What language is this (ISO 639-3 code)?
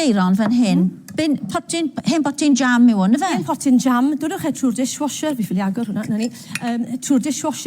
cym